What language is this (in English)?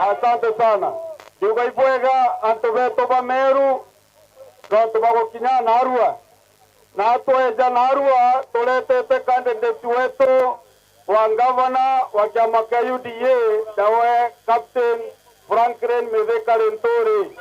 Meru